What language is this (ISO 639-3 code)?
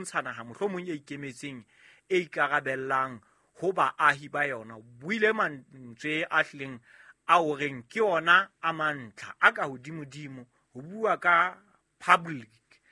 sot